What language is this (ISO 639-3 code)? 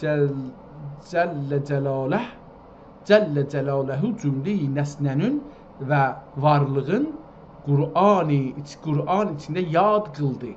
azb